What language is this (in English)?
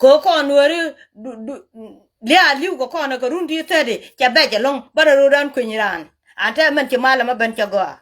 Nuer